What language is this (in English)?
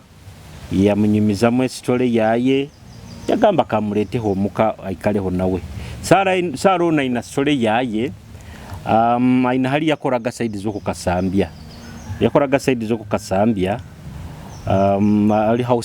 Nyoro